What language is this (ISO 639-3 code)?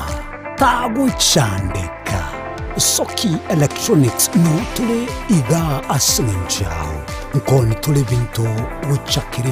guz